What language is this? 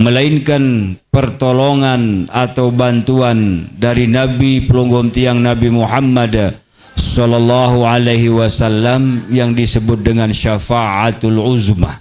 Sasak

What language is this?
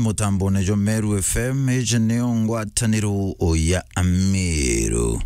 Meru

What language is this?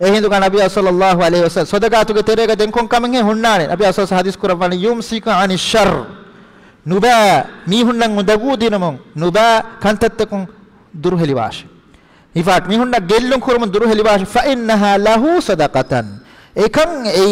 Divehi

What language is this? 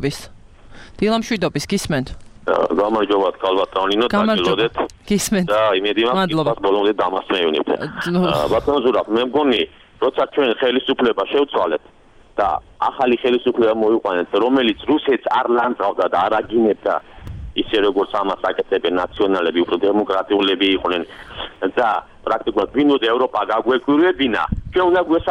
Georgian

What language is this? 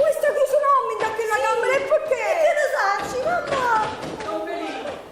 Neapolitan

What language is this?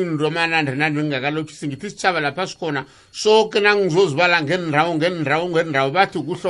South Ndebele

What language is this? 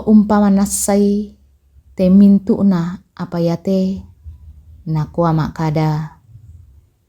Toraja-Sa'dan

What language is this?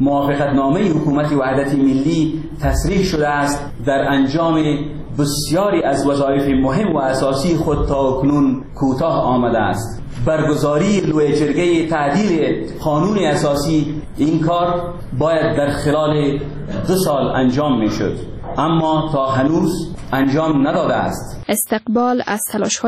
Persian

